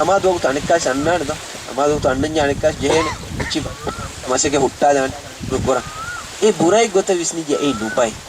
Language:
Divehi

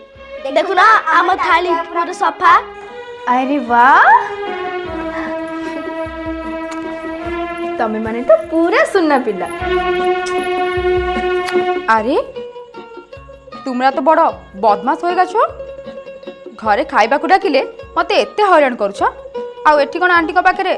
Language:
Odia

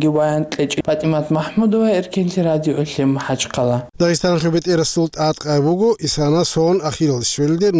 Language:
Avaric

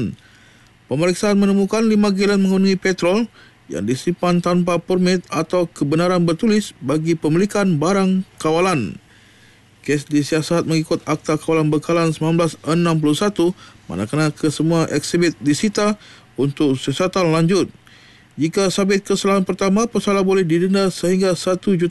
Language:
Malay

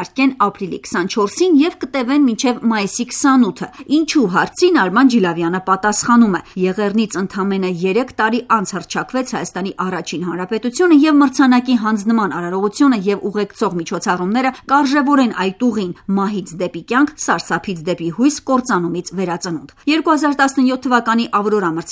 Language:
Armenian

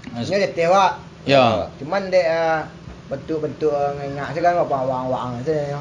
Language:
Minangkabau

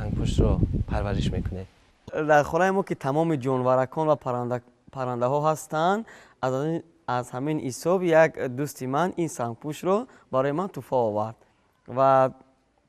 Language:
Tajik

